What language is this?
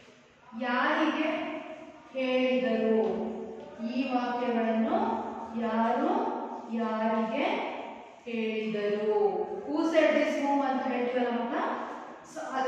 Kannada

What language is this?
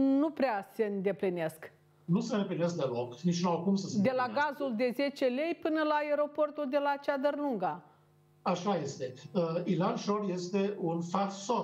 Romanian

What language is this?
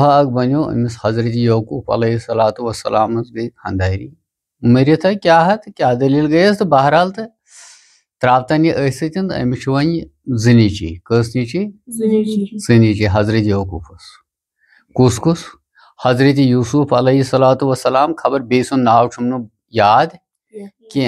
Kashmiri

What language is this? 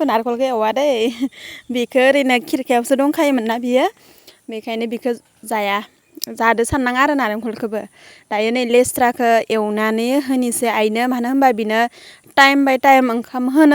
Bodo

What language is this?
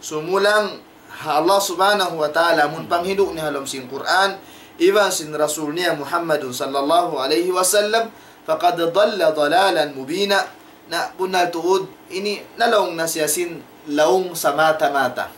Tausug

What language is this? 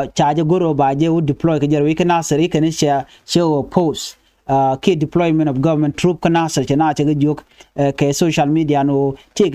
Nuer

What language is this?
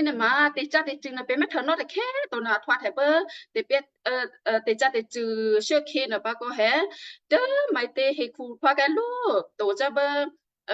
Western Kayah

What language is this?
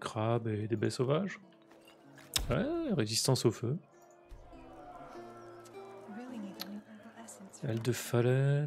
French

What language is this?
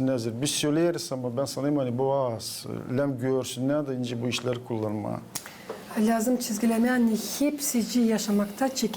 Gagauz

